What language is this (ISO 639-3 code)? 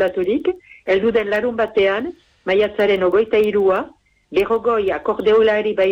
eus